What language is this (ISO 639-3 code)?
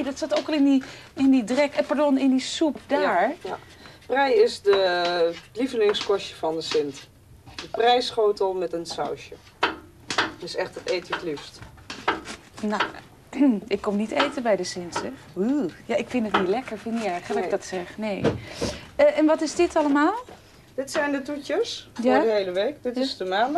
nld